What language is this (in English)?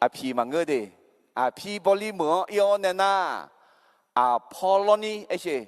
Akha